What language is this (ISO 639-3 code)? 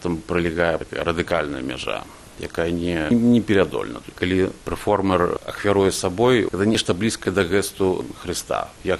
bel